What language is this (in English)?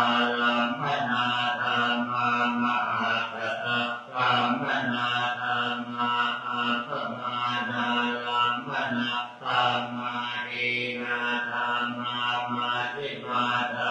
Pali